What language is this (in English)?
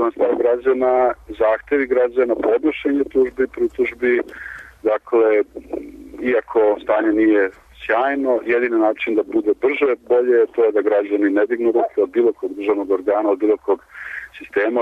Serbian